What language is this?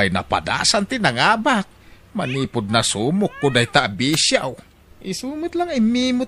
Iloko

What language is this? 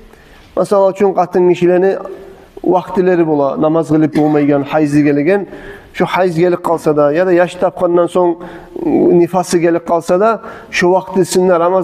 Kumyk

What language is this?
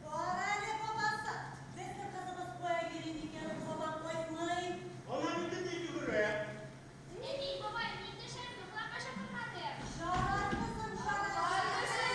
Tatar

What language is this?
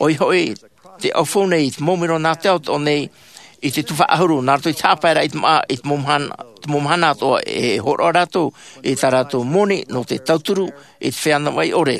Tahitian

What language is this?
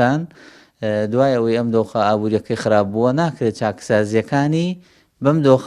Central Kurdish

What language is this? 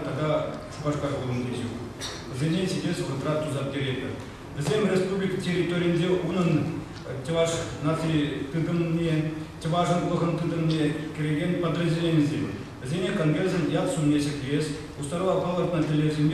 Chuvash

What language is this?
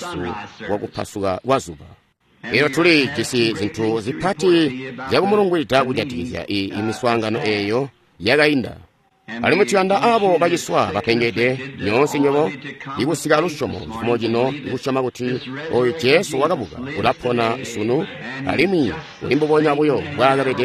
Tonga (Zambia)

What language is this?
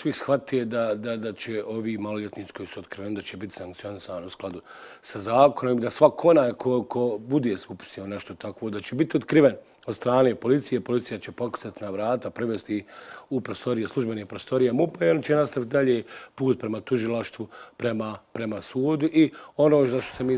Bosnian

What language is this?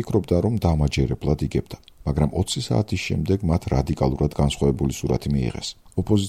Georgian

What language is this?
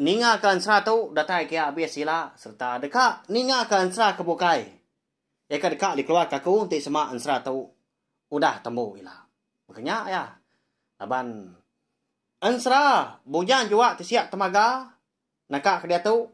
Iban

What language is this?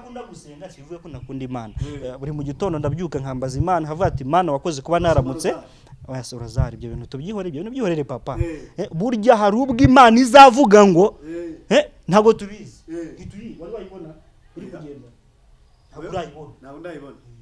Kinyarwanda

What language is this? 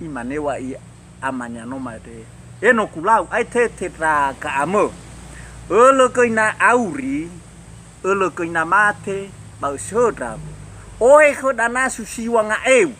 Nias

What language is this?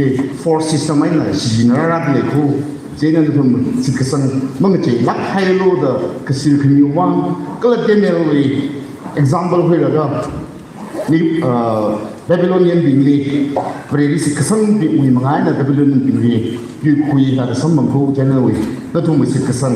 Tangkhul Naga (India)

